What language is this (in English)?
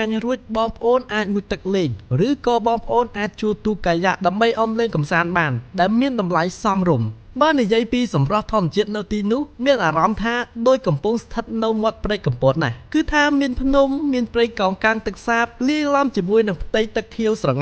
Khmer